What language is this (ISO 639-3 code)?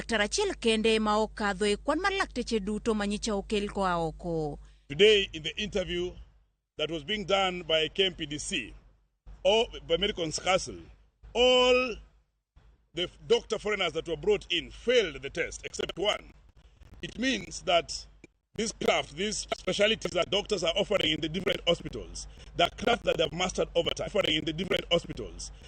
luo